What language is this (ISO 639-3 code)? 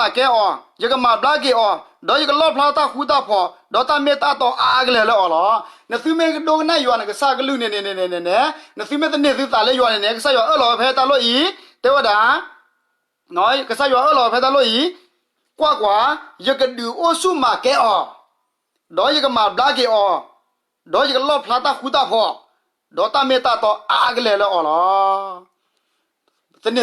ksw